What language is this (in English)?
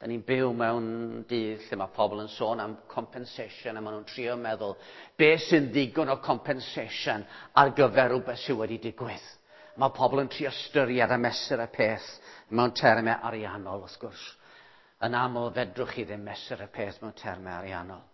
Welsh